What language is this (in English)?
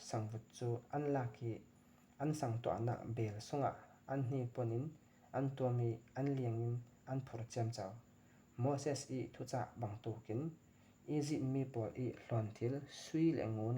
Falam Chin